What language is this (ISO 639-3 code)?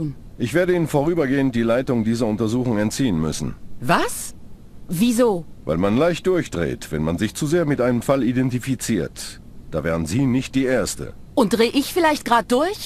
bar